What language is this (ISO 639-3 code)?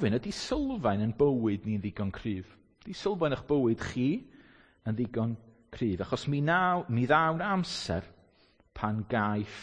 cym